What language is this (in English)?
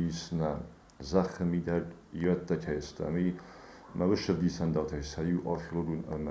Ossetic